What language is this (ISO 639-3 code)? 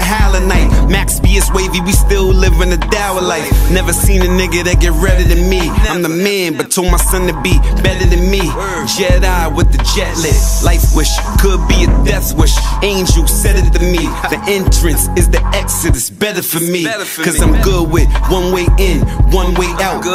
eng